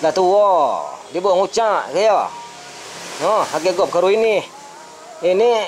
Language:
Minangkabau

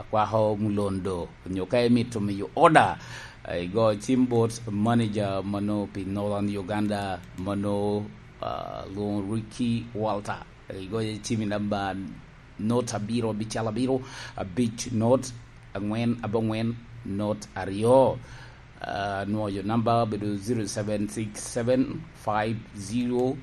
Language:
Lango (Uganda)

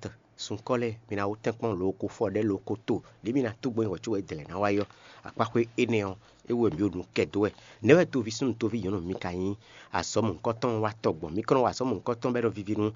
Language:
Fon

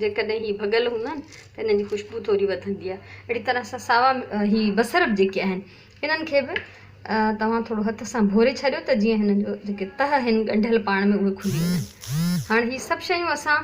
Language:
Sindhi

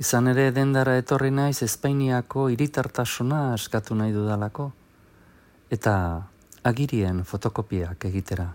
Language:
Basque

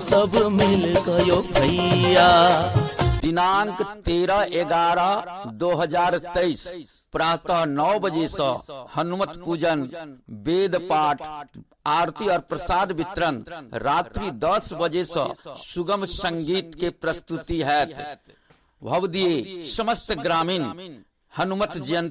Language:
Maithili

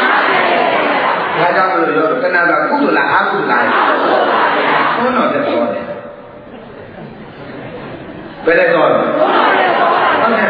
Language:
Burmese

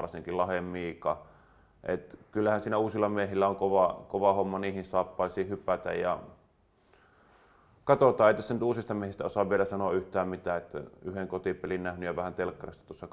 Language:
Finnish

